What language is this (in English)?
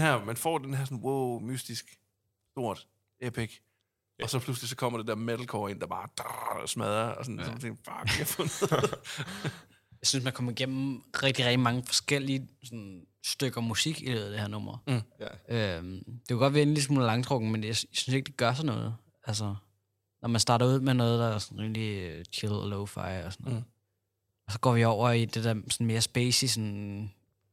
Danish